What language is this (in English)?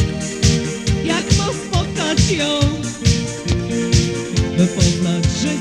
Polish